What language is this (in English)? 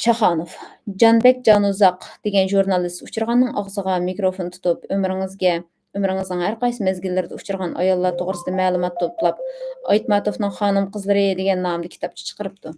Uyghur